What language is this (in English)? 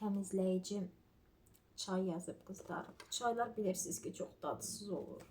Azerbaijani